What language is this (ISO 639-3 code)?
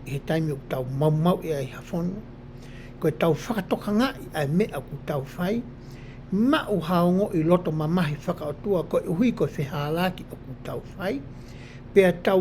ton